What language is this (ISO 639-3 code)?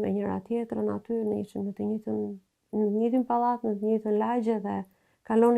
sqi